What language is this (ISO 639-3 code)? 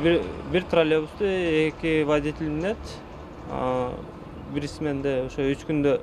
kir